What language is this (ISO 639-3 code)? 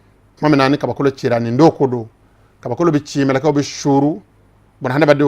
bam